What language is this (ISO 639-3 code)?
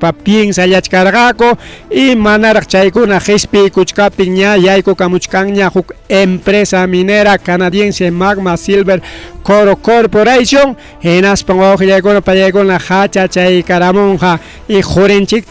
quy